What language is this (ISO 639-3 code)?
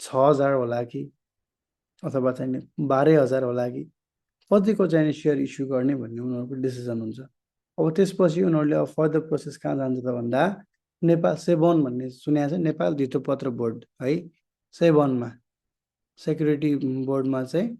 nep